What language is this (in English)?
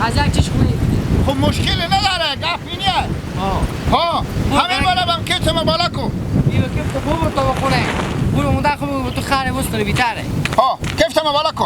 Hazaragi